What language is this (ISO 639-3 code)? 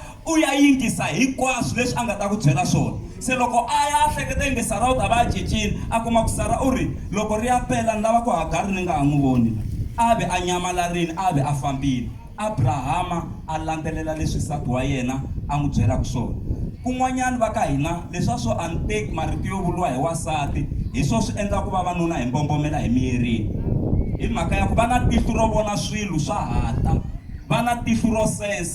tso